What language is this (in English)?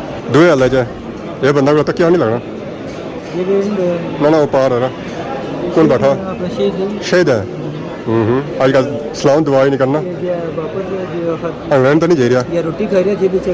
Pahari-Potwari